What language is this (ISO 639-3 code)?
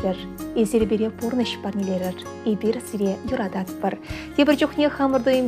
chv